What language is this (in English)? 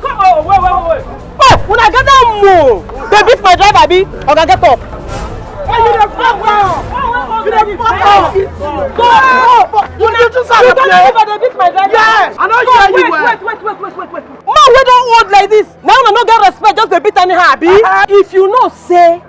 Nigerian Pidgin